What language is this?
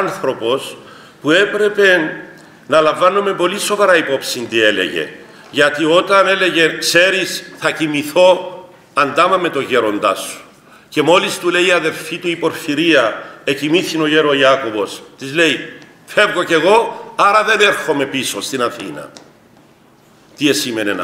Greek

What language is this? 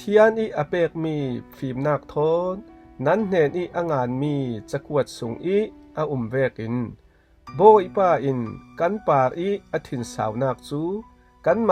Falam Chin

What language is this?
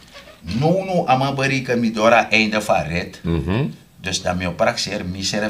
Sranan Tongo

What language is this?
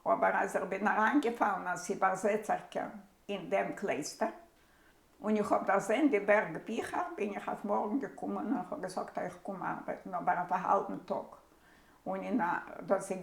Yiddish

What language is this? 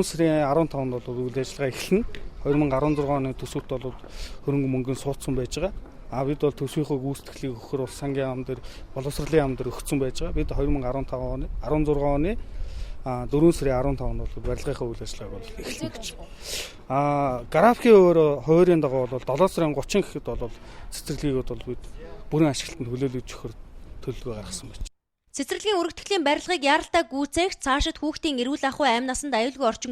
Mongolian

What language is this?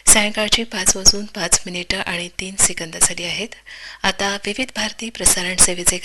Marathi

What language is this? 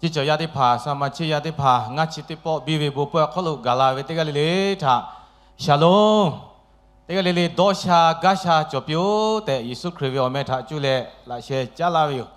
Lahu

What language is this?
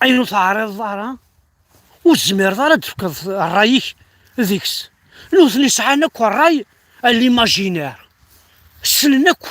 Kabyle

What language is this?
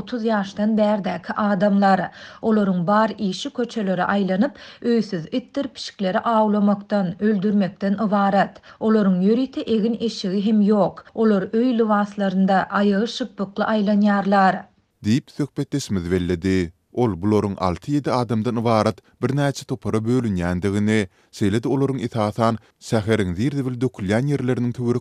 Turkmen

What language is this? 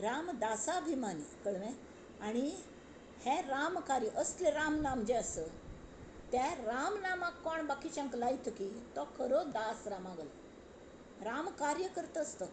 Konkani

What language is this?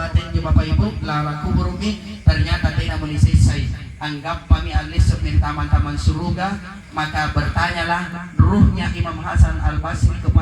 Makasar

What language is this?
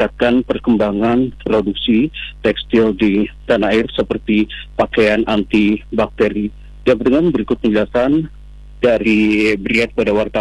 Indonesian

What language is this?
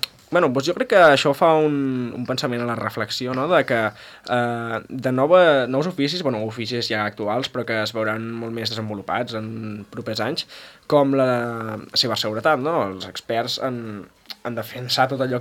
Catalan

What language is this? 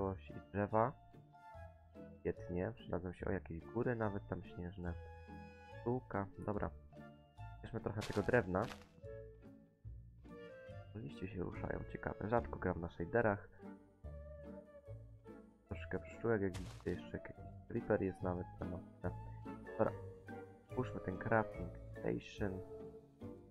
Polish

